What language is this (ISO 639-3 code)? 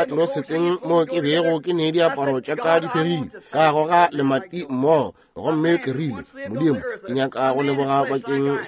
nso